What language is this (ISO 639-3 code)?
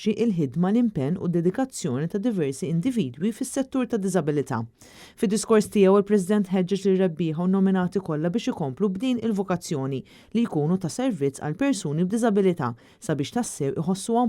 mlt